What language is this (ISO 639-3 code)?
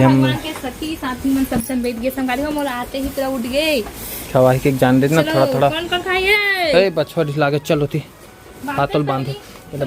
hne